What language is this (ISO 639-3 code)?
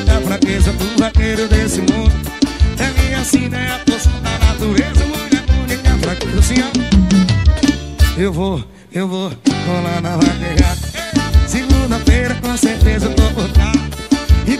por